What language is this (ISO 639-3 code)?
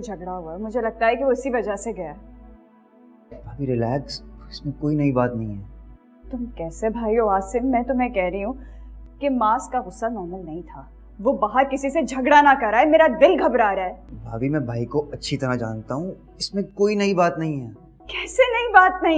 hin